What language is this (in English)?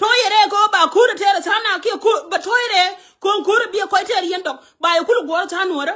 Nuer